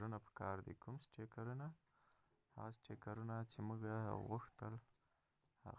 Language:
Pashto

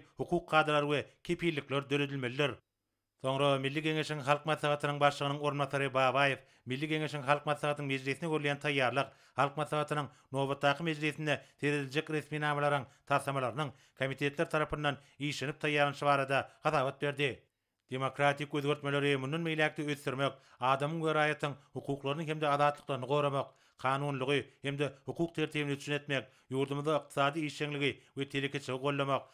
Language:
Turkmen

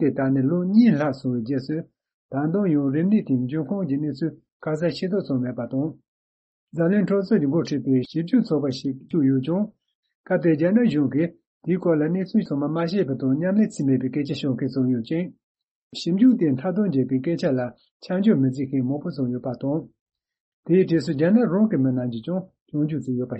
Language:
Tibetan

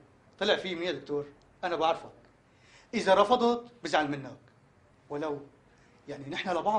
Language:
North Levantine Arabic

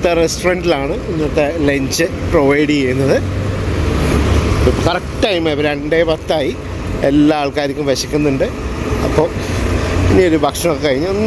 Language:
Malayalam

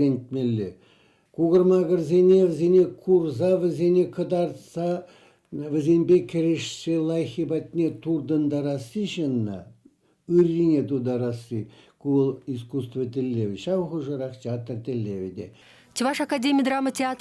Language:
Chuvash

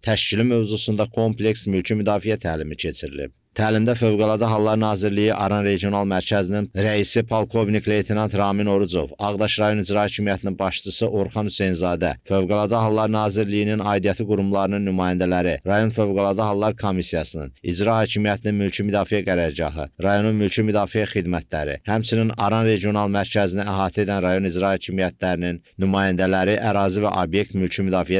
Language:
Azerbaijani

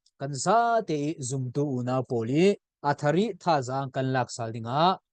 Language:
Falam Chin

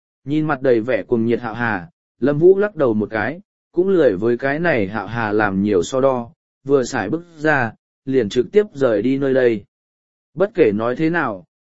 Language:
Vietnamese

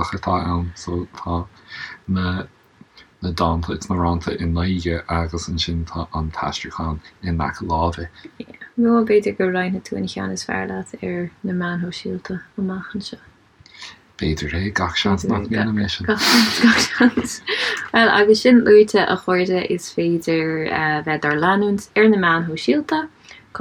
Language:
Irish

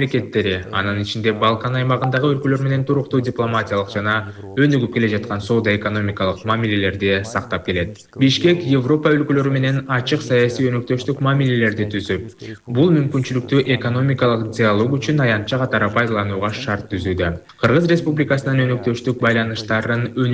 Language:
Kyrgyz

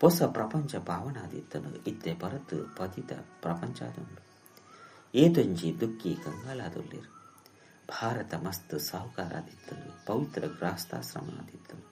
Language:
Tulu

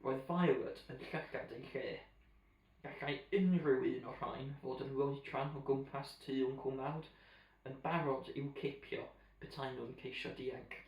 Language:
Welsh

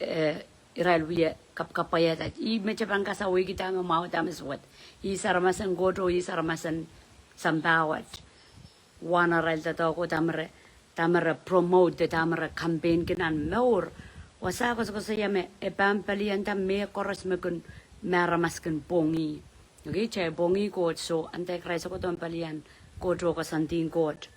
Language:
Pohnpeian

